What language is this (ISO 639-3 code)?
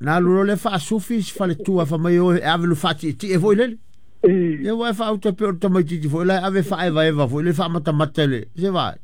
smo